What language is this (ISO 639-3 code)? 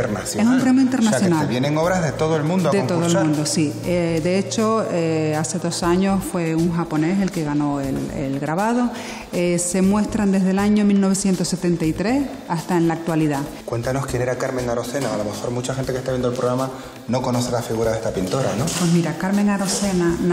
spa